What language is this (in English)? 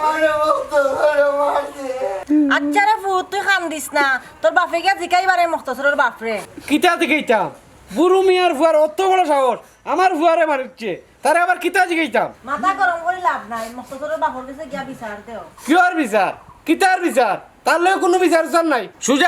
Sylheti